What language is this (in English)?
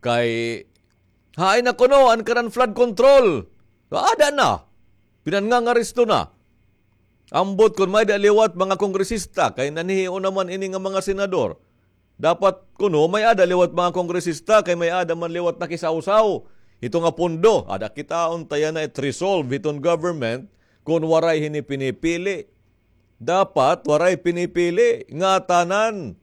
Waray